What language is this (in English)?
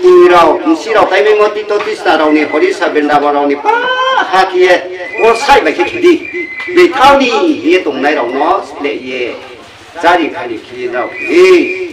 Riang (India)